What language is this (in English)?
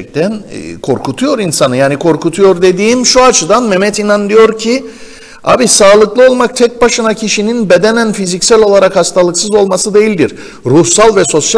Turkish